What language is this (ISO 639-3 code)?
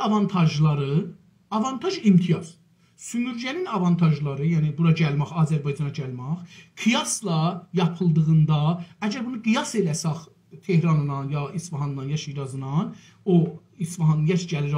azb